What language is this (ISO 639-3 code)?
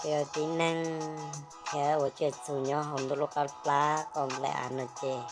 hmn